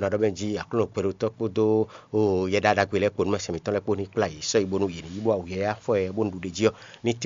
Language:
Fon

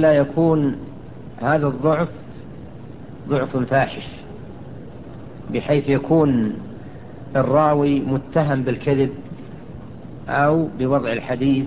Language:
Arabic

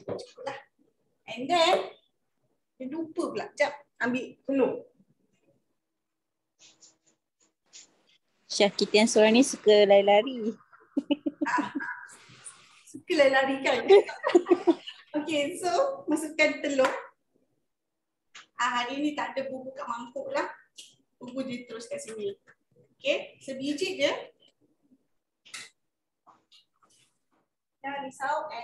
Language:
Malay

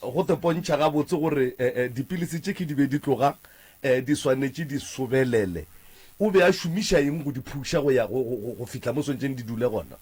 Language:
Northern Sotho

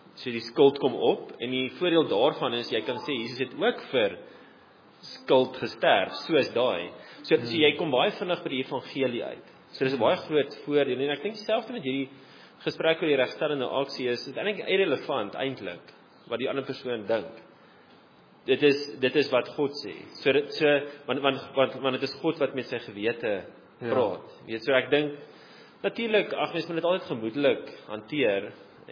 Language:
Afrikaans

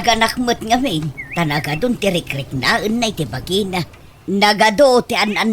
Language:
Iloko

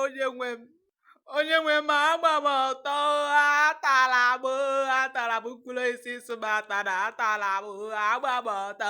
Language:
Igbo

